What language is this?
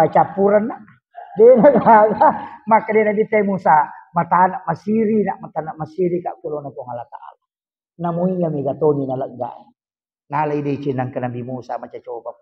Buginese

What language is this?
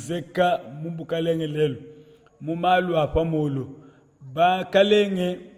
Luba-Lulua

